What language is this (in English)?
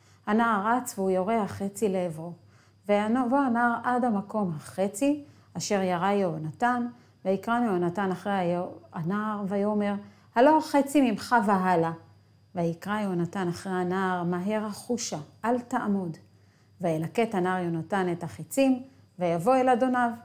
Hebrew